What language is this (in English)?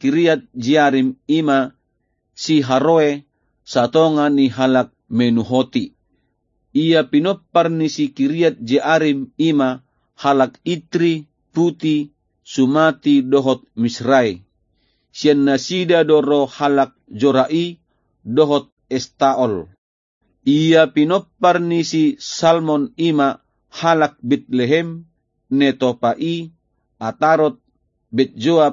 Batak Toba